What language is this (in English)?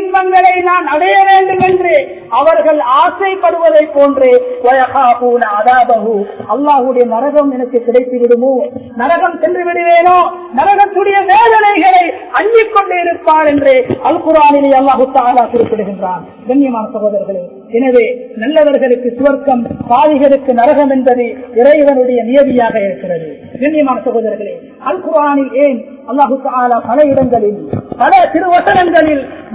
Tamil